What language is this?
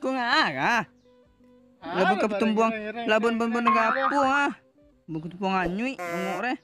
Minangkabau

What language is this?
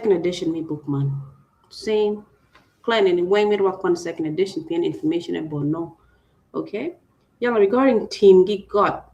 Acoli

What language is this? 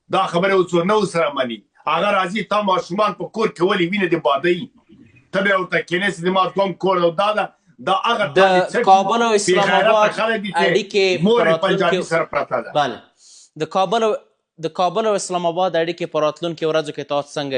Pashto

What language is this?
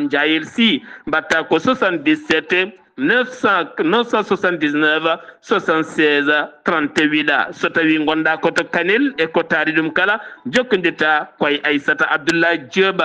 Fula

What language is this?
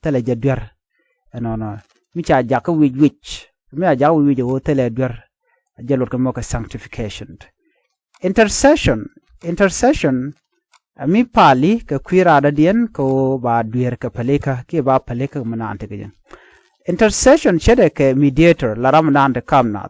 Nuer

